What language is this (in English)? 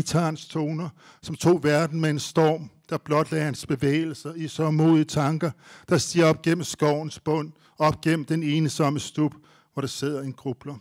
Danish